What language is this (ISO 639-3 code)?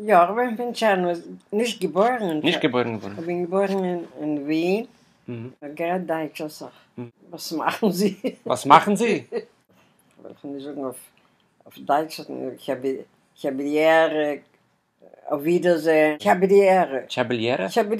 yid